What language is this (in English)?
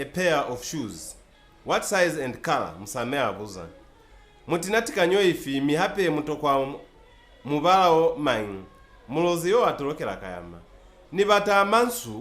Lozi